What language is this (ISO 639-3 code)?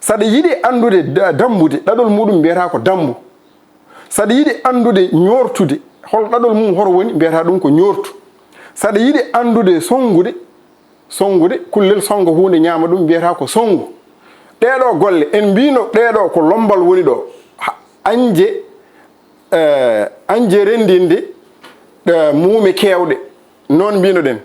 ful